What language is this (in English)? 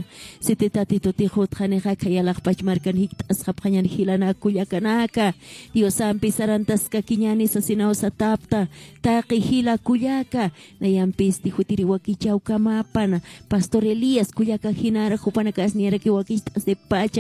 Aymara